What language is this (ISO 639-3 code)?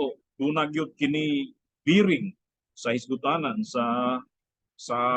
ceb